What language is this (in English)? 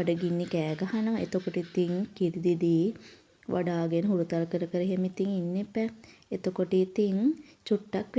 Sinhala